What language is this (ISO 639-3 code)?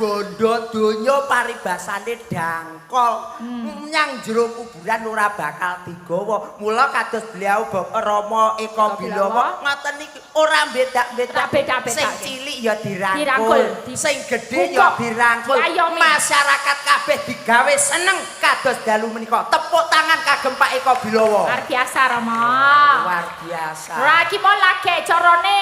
jav